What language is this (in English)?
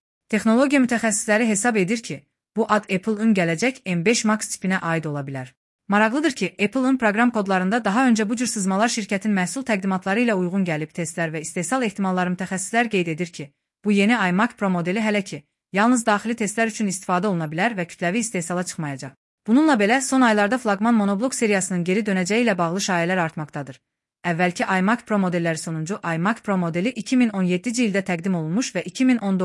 Azerbaijani